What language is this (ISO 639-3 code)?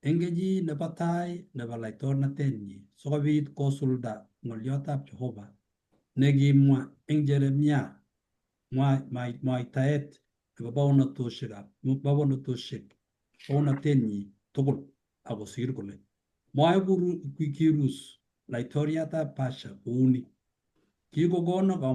kln